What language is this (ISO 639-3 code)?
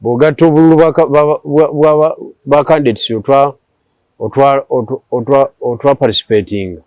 lug